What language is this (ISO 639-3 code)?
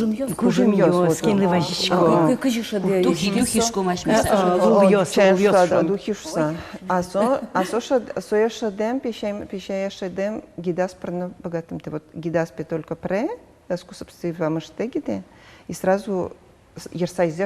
udm